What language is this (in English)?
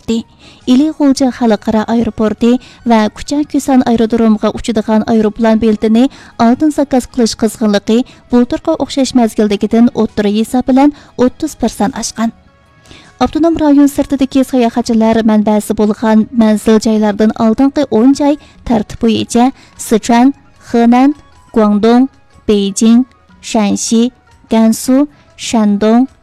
Uyghur